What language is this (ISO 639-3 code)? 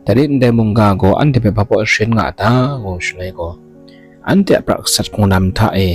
kac